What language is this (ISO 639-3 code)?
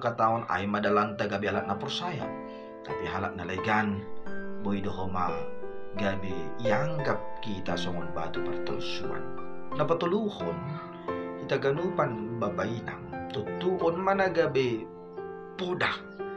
bts